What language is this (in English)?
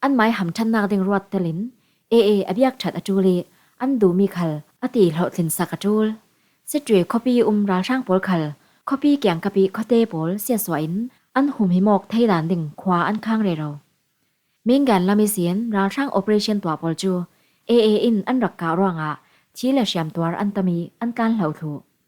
Falam Chin